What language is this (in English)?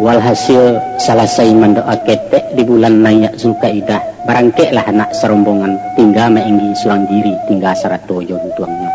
Minangkabau